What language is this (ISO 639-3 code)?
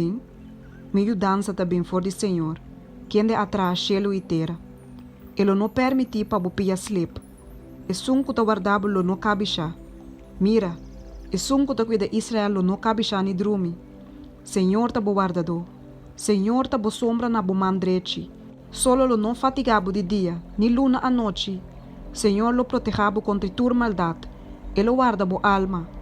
pap